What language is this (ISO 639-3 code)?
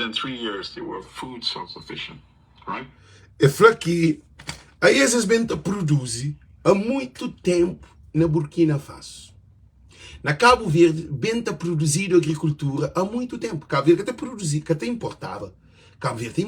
kea